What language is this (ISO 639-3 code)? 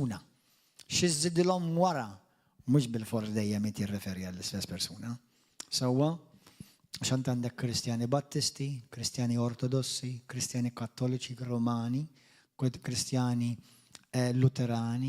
mlt